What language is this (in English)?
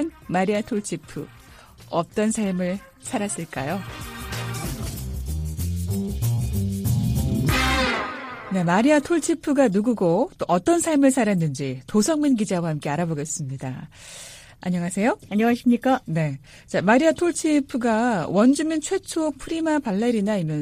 Korean